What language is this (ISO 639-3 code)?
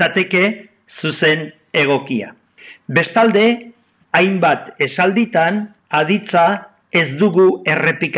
eus